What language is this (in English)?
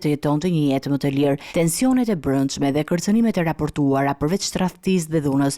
Albanian